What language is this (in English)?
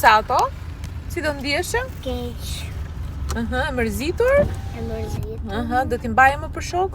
Albanian